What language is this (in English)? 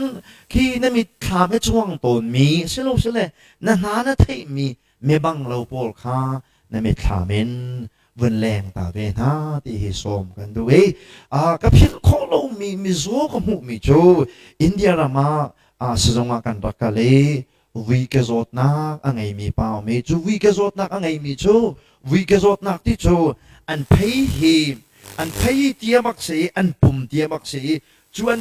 Hakha Chin